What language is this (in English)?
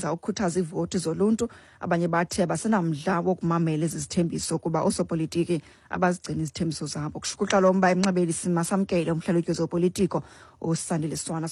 Xhosa